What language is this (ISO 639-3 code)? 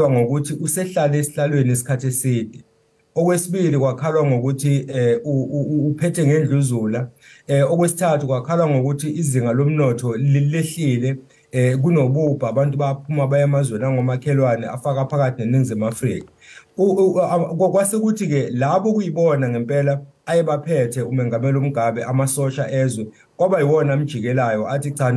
zul